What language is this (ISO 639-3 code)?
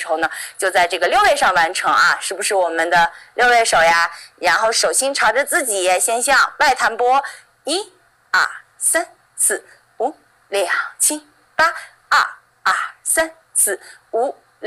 zho